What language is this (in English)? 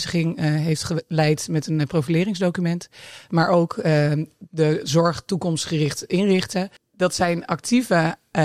Dutch